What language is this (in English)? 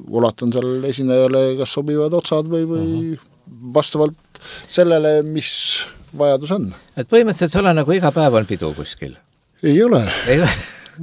Estonian